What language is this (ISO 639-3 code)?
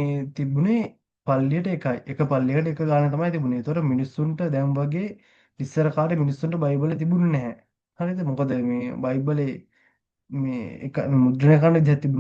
sin